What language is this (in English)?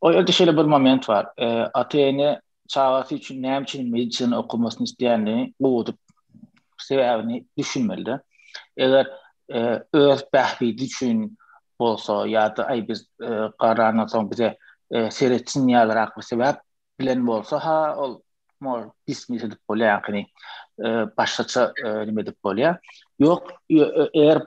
Turkmen